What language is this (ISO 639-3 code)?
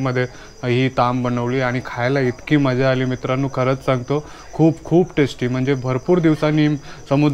mar